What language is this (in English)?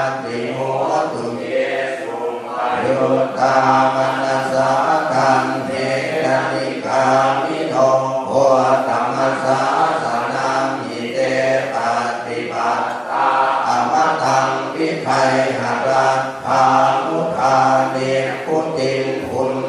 Pali